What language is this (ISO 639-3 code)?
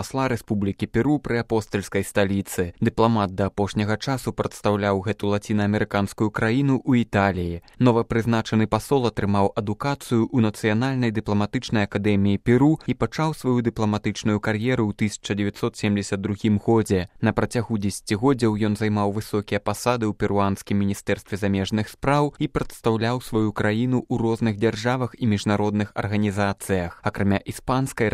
bel